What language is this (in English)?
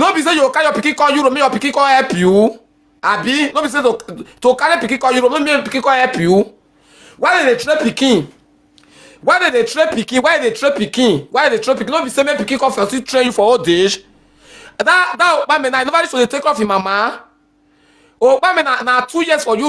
Nigerian Pidgin